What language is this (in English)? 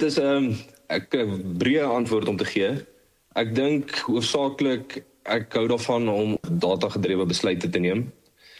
Afrikaans